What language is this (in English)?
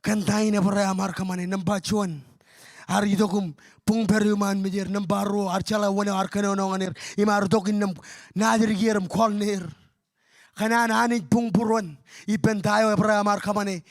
Marshallese